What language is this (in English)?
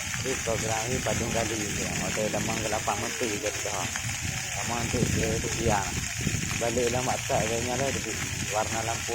Achinese